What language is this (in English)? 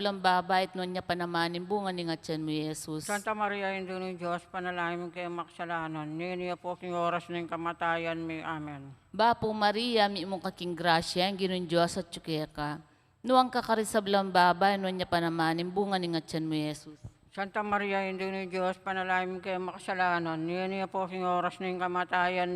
Pampanga